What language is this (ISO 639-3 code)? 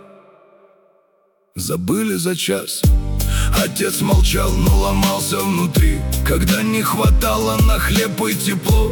rus